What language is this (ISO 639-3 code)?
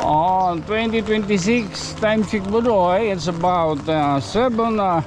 war